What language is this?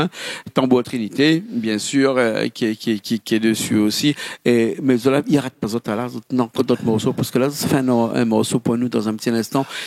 Réunion Creole French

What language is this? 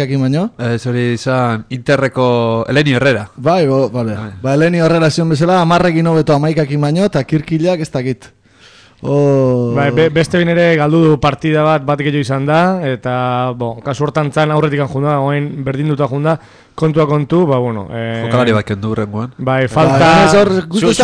Basque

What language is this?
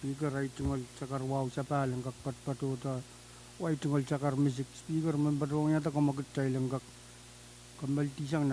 Pohnpeian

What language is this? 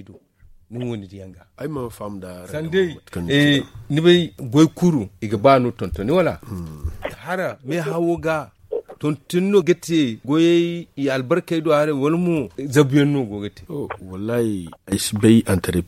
Zarma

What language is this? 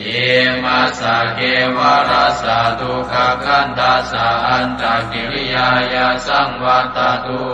Pali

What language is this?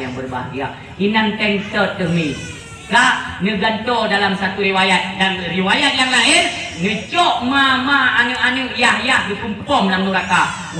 Achinese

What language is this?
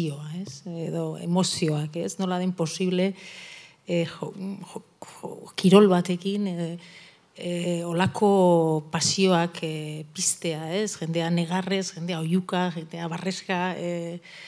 Basque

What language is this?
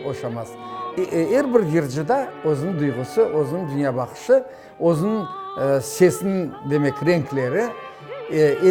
Crimean Tatar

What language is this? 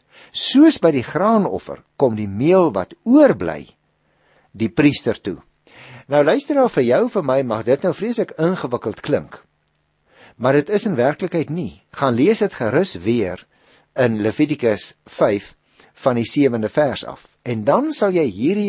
Afrikaans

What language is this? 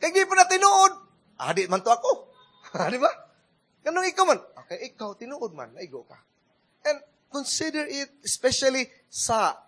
Cebuano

